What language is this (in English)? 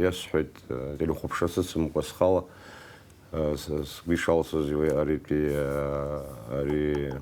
Abkhazian